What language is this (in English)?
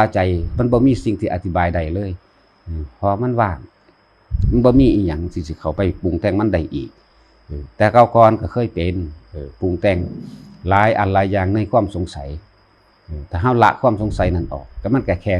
Lao